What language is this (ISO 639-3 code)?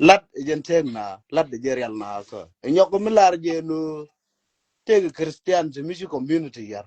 nus